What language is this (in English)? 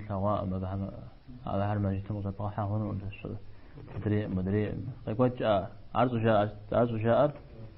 Kabardian